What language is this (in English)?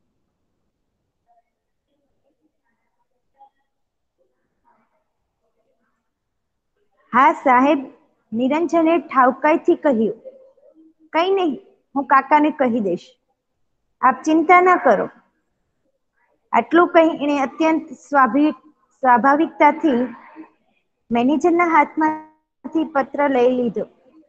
Gujarati